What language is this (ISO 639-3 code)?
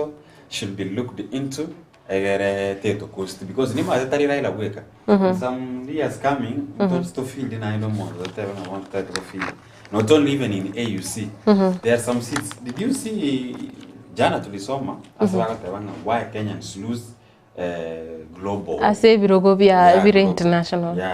guz